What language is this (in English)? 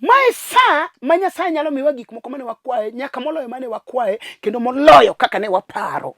Luo (Kenya and Tanzania)